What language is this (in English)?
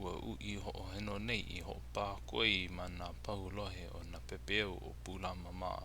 Hawaiian